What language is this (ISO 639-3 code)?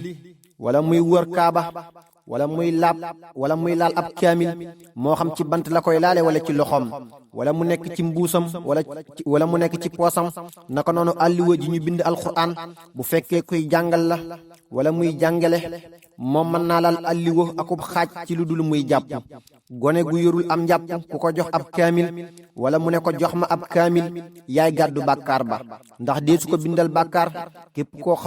wol